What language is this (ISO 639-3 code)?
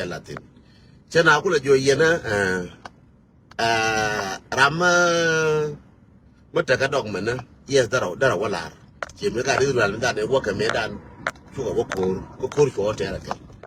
nus